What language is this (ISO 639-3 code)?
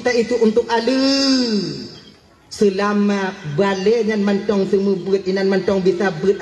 ace